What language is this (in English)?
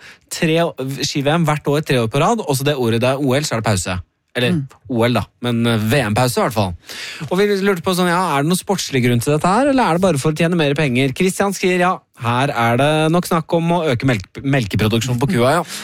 Norwegian